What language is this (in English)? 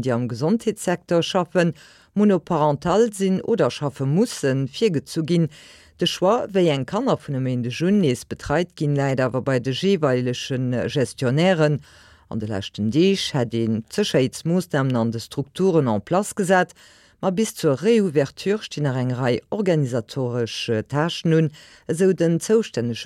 Luxembourgish